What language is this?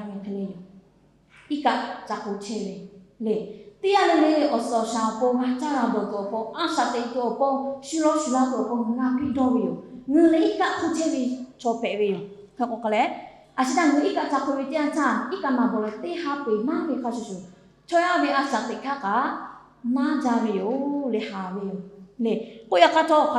Lahu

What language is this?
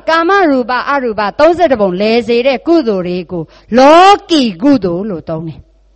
Burmese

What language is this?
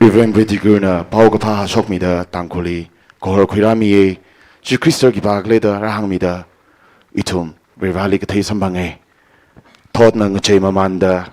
Tangkhul Naga (India)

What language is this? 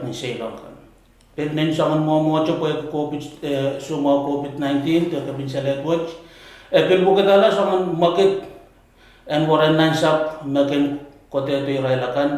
Pohnpeian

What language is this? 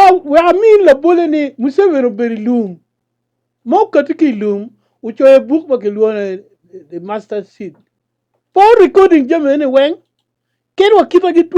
Acoli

